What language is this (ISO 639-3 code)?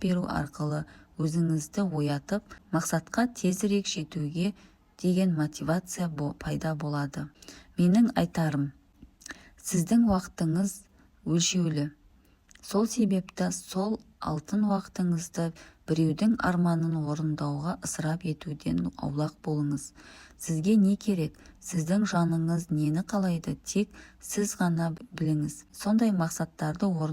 kaz